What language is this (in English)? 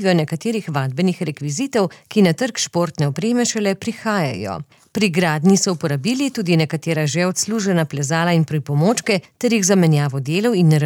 Slovenian